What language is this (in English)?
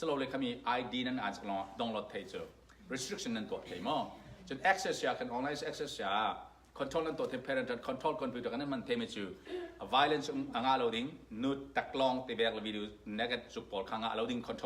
Falam Chin